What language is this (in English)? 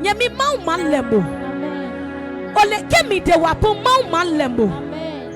Adangme